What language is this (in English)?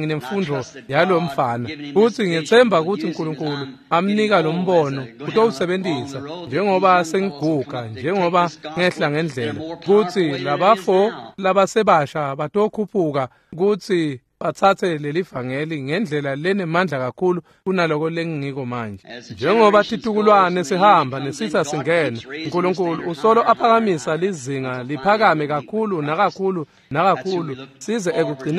Swati